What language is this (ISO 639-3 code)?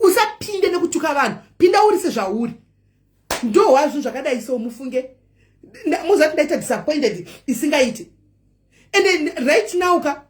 sna